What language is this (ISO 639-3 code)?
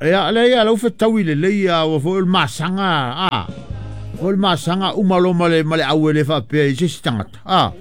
smo